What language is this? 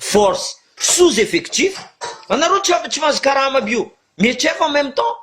Malagasy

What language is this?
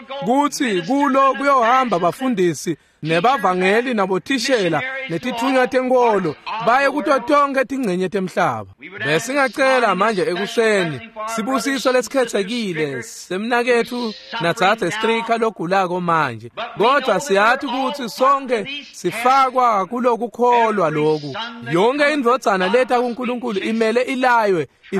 Swati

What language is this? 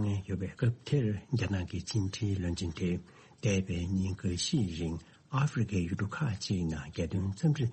Tibetan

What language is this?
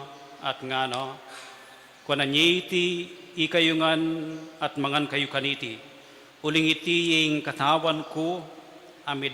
Pampanga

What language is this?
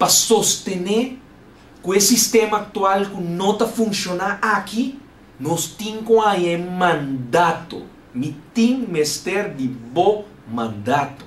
Papiamento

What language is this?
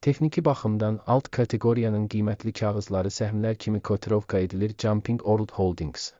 Azerbaijani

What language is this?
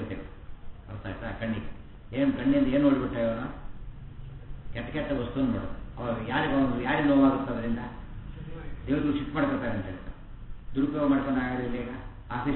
Kannada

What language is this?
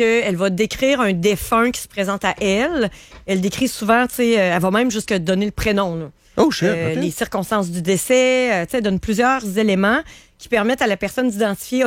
French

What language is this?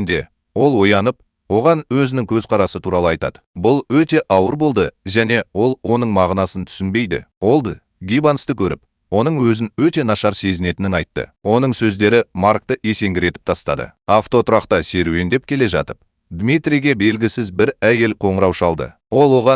Kazakh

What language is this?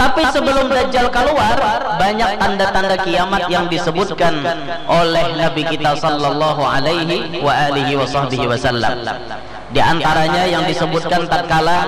Banjar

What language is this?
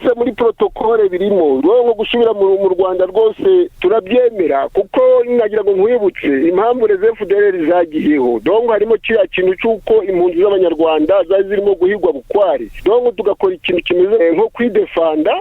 Kinyarwanda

